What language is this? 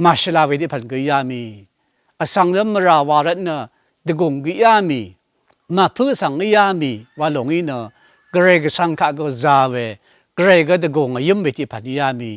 Rawang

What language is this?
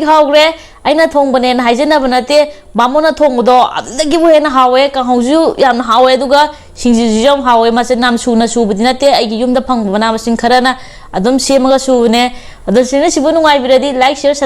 Manipuri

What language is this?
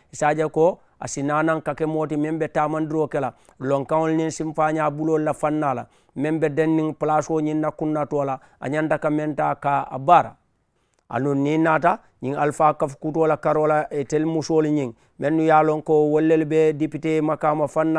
Mandingo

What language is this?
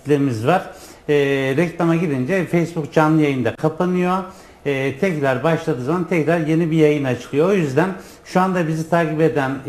Turkish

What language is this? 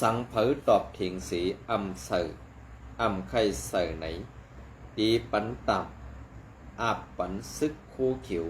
Shan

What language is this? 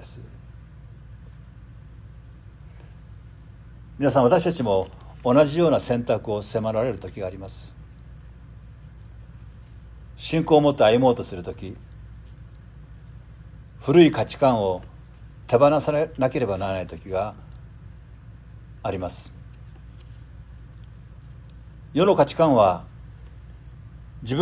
Japanese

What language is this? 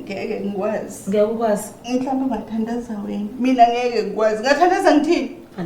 Zulu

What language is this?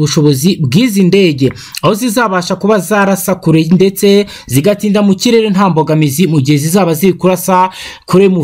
Kinyarwanda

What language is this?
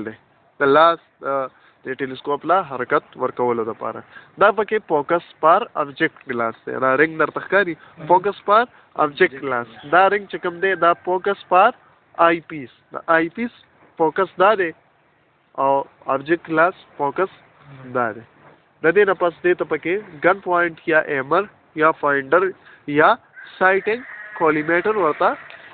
Pashto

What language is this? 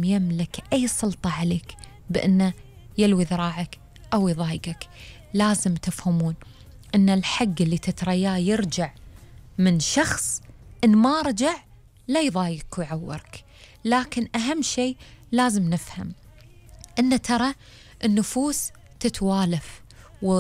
Gulf Arabic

